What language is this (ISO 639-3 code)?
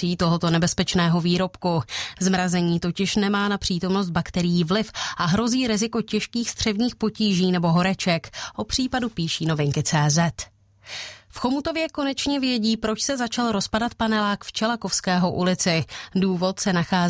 ces